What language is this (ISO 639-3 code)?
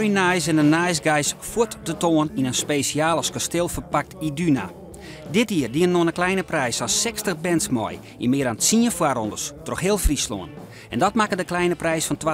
fry